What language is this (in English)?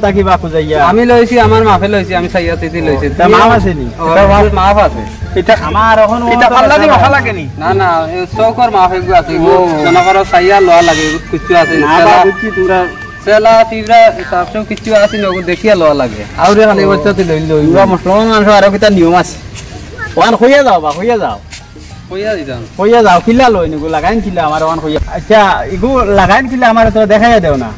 Sylheti